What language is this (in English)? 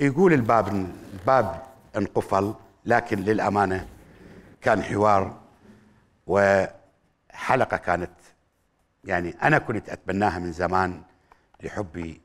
Mesopotamian Arabic